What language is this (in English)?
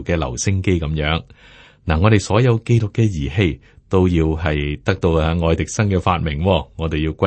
Cantonese